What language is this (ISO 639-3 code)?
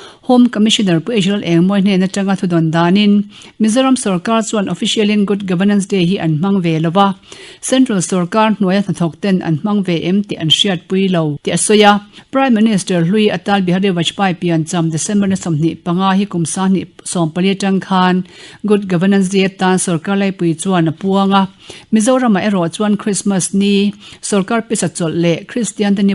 lus